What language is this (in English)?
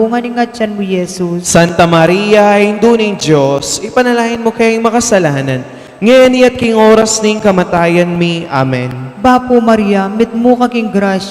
Pampanga